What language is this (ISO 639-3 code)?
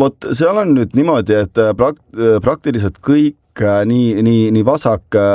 est